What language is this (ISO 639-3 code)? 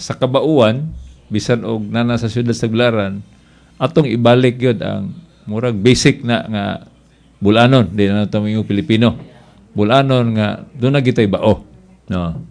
ceb